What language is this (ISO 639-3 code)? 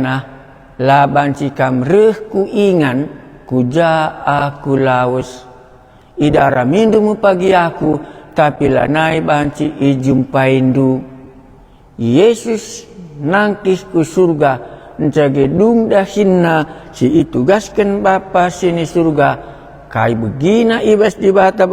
btx